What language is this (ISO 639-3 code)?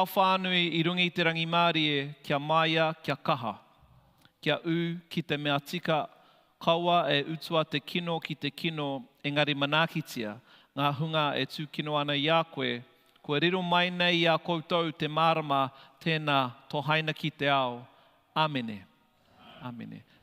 mri